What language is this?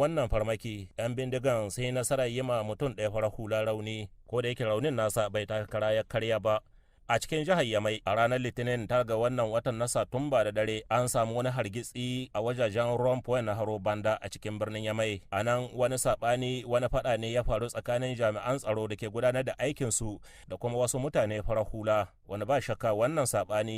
Hausa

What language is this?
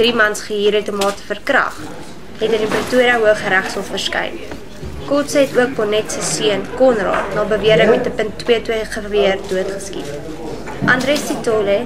Afrikaans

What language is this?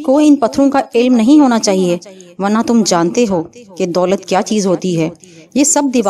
Urdu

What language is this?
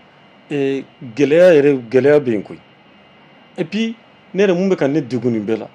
Bambara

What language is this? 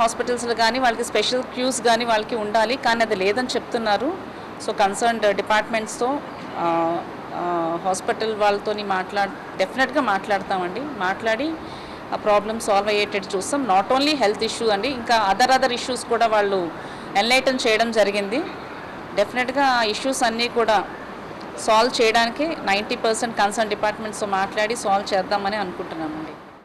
Telugu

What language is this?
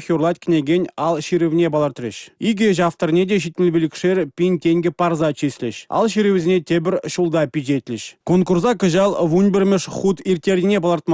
Chuvash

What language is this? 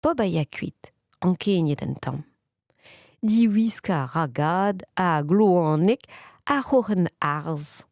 Breton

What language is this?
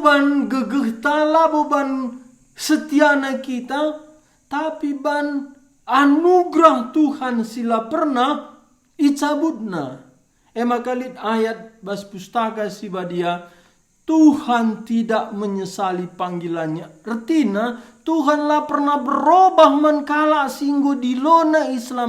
Batak Karo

